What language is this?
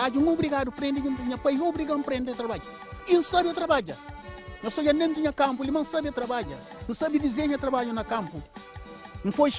Kabuverdianu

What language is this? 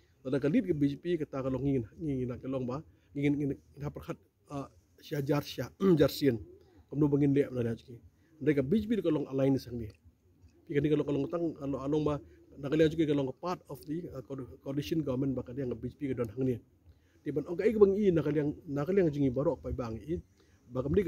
Khasi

